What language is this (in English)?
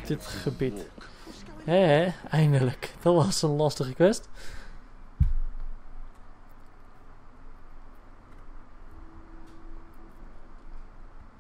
Dutch